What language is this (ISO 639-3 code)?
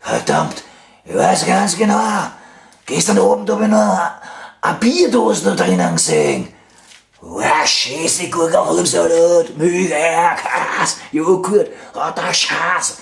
bar